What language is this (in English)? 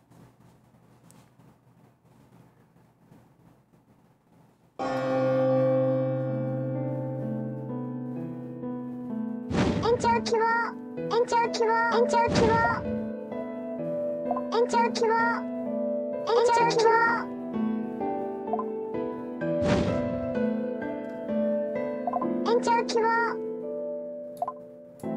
Japanese